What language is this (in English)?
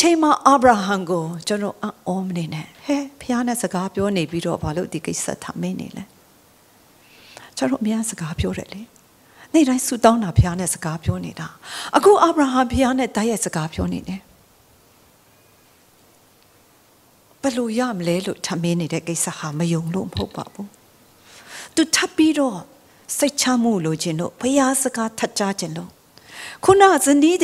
Burmese